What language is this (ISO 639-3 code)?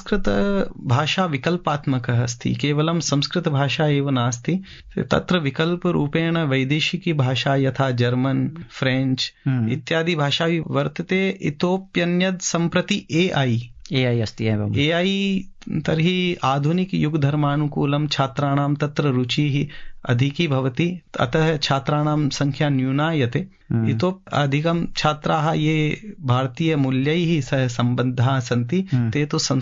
san